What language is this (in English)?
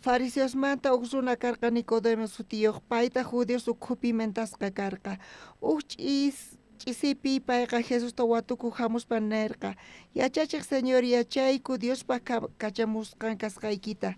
South Bolivian Quechua